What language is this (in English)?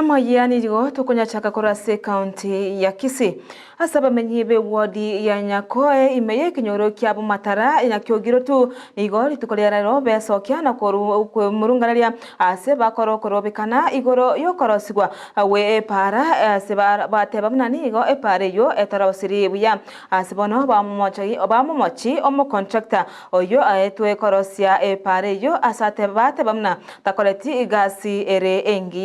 Gusii